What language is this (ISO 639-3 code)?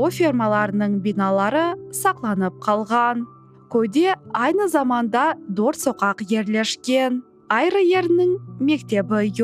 crh